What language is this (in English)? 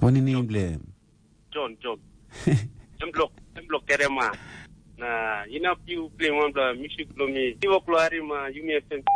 Tok Pisin